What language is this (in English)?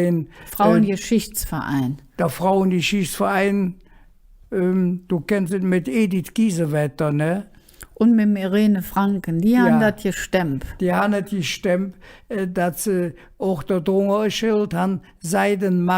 Colognian